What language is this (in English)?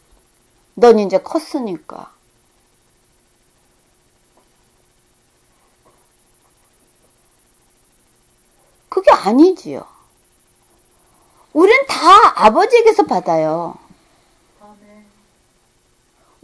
Korean